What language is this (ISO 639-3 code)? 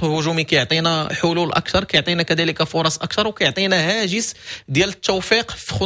ary